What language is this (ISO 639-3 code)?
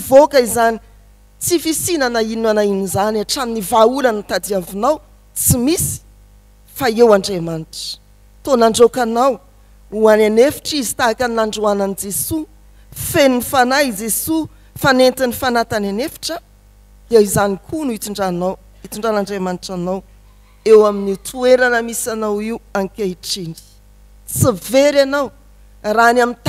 mlg